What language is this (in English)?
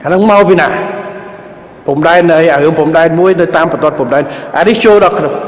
Khmer